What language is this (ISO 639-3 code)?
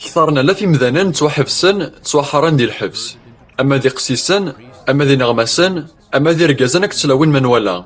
kab